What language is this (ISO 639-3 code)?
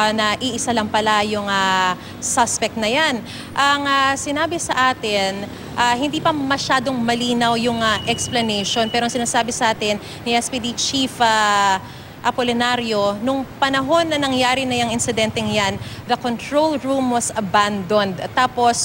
fil